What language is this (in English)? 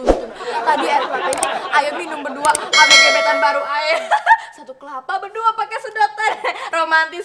Betawi